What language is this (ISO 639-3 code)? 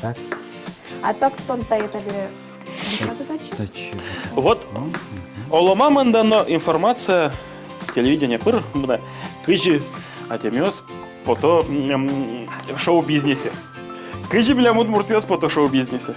udm